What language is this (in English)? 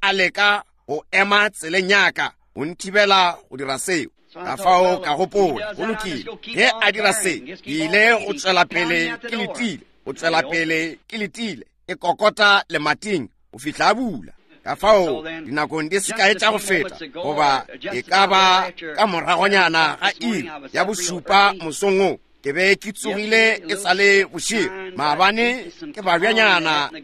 Northern Sotho